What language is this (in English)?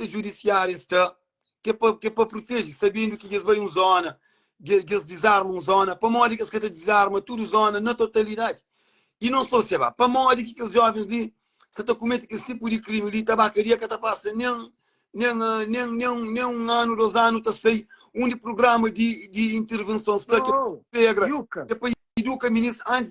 Kabuverdianu